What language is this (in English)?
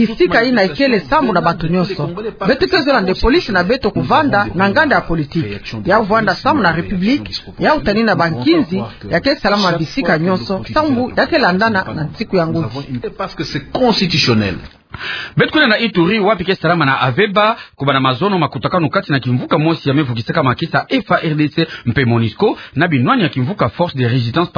Kituba (Democratic Republic of Congo)